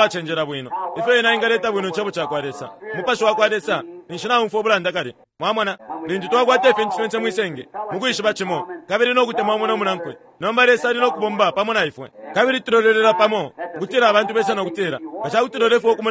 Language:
Bemba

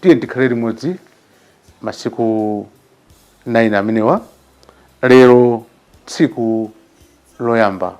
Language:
Nyanja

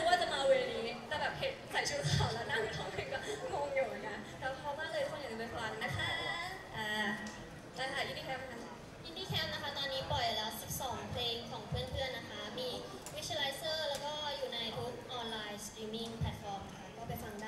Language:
Thai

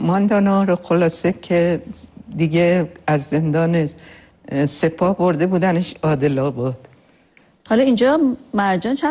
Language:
Persian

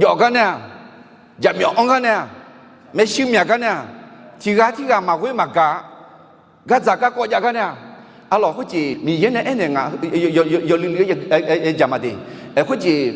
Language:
Akha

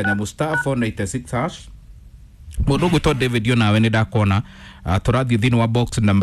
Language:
Kikuyu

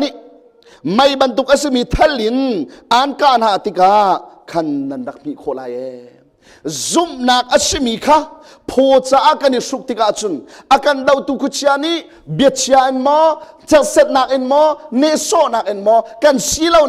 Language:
Hakha Chin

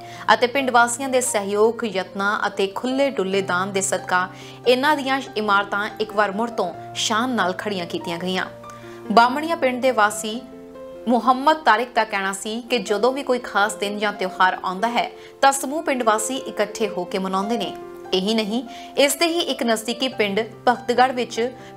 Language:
Punjabi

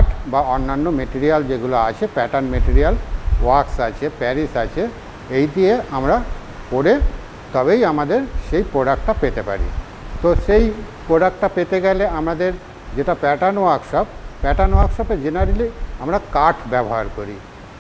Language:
Bangla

